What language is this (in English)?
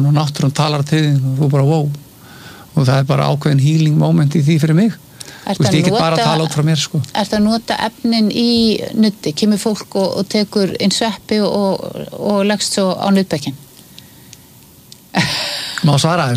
Icelandic